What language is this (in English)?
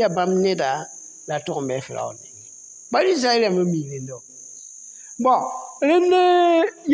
Mossi